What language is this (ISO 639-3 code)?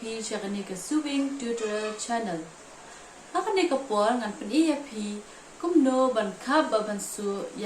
kha